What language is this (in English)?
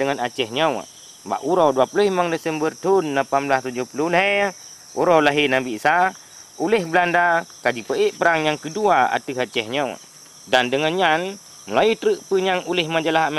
Achinese